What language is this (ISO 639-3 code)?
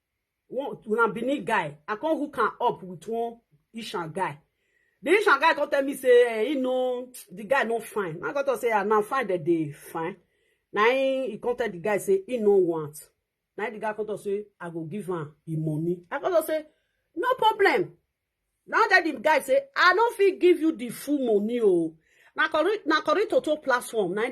pcm